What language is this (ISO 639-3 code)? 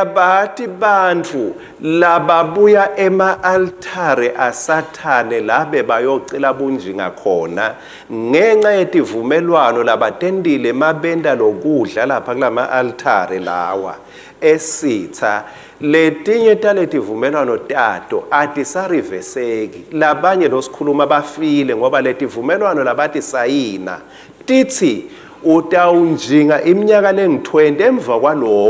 ssw